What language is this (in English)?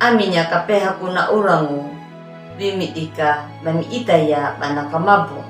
Anakalangu